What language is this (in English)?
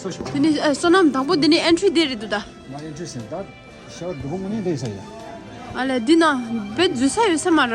Tibetan